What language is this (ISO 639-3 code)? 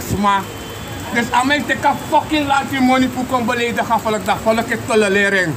srn